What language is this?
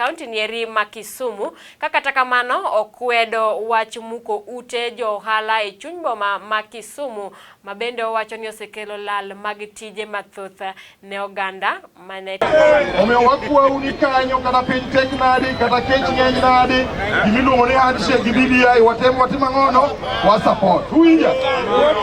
Luo (Kenya and Tanzania)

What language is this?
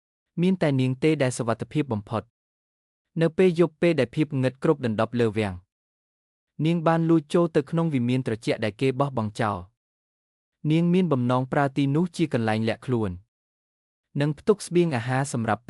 Khmer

